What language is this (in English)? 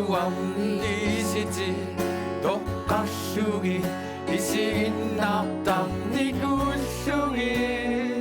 Kalaallisut